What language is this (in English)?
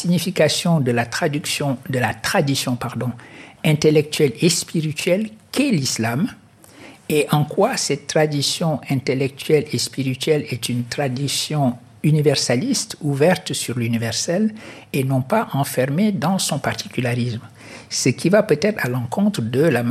French